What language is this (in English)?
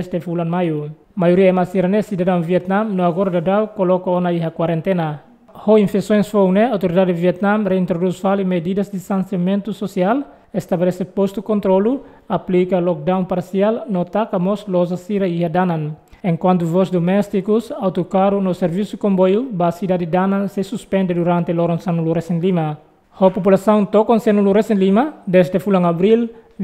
Tetum